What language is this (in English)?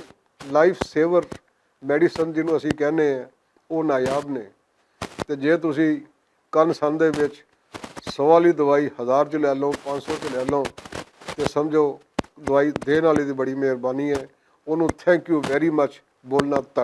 Western Panjabi